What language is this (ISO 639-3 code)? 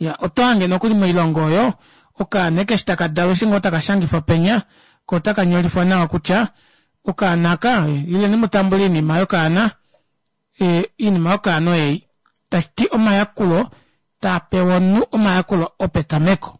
kua